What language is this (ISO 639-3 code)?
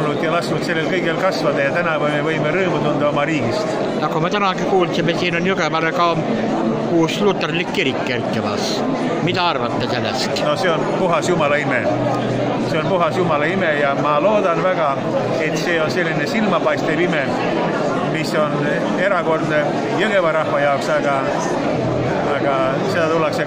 est